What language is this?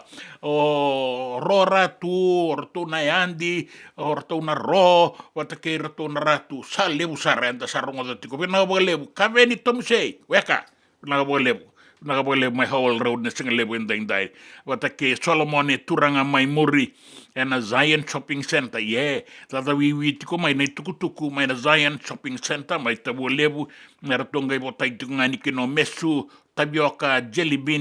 Fijian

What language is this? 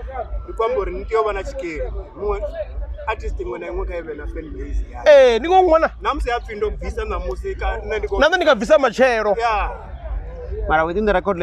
Venda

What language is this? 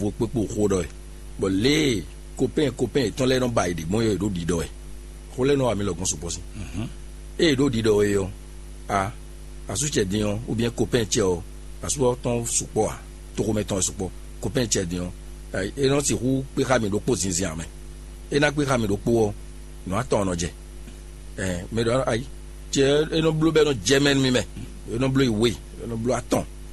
Fon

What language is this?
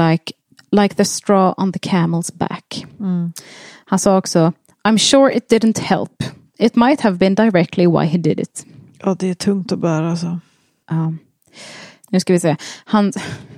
Swedish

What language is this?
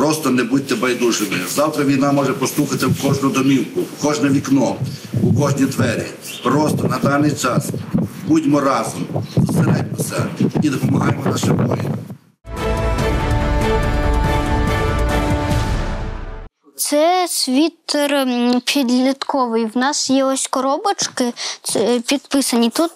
Ukrainian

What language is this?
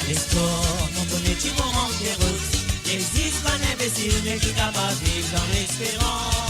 Morisyen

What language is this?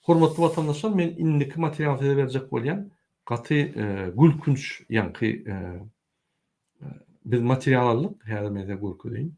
Turkmen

